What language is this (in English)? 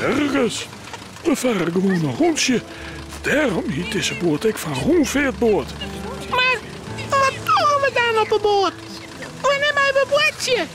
Western Frisian